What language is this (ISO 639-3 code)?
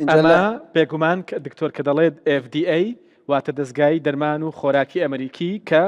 ckb